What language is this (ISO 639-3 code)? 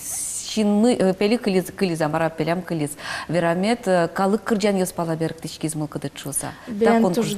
udm